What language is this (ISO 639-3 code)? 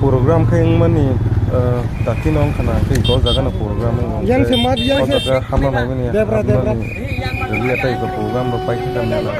trp